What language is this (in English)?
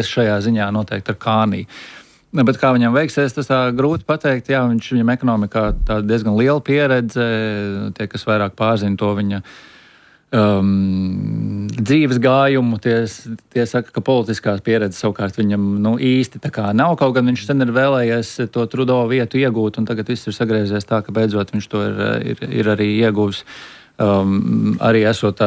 Latvian